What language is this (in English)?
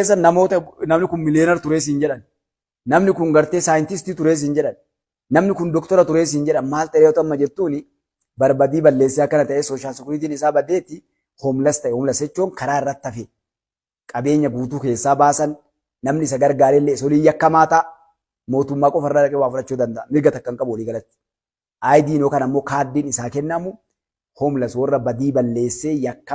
Oromo